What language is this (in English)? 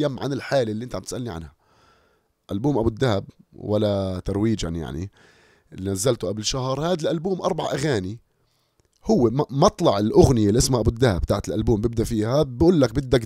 North Levantine Arabic